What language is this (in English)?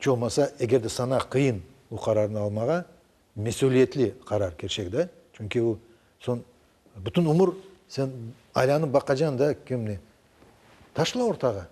Crimean Tatar